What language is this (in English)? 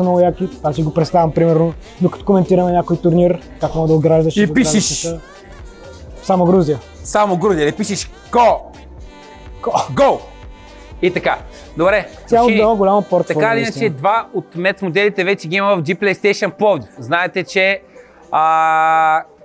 Bulgarian